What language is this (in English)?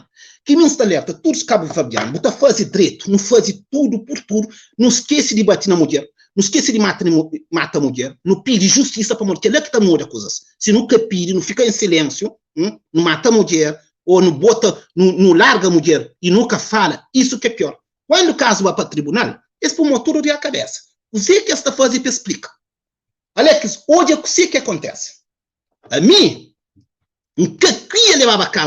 Kabuverdianu